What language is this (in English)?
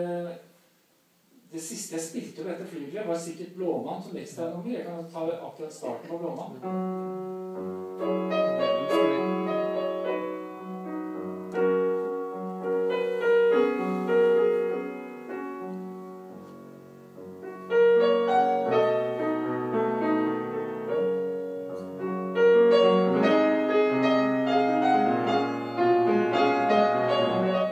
Norwegian